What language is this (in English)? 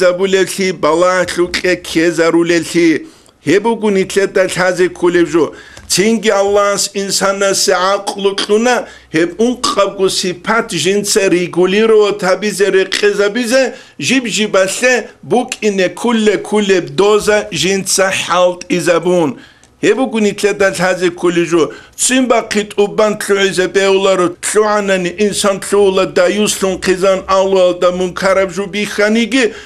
Avaric